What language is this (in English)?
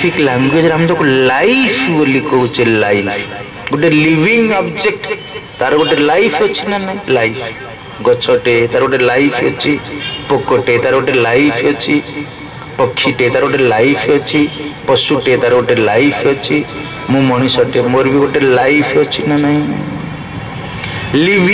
Odia